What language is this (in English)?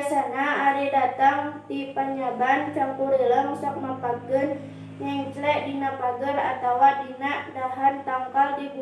Sundanese